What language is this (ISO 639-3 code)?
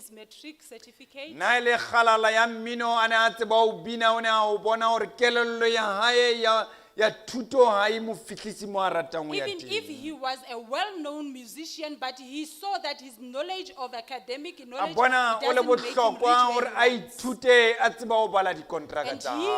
sot